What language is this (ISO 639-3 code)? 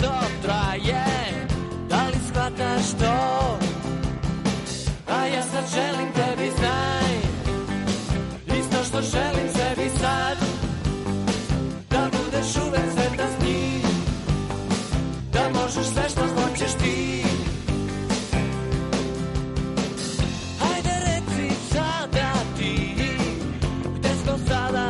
srp